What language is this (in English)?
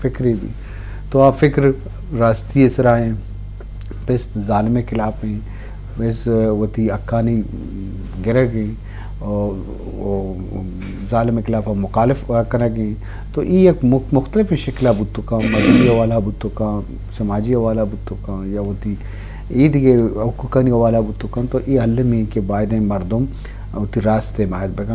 Eastern Balochi